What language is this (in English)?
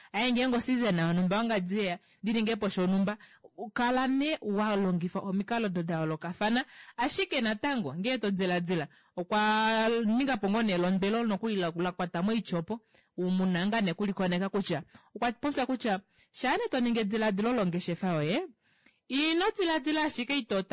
Kuanyama